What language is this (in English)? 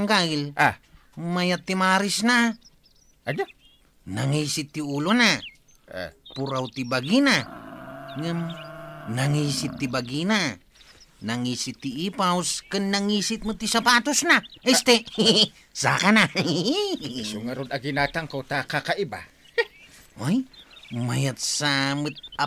Iloko